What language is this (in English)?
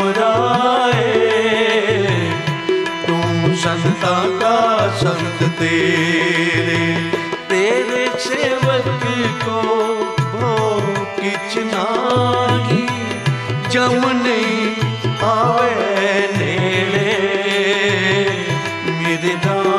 Punjabi